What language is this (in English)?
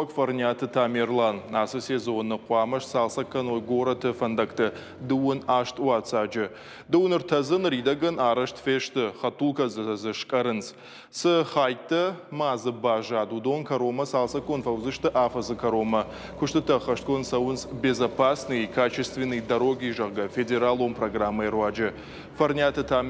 Ossetic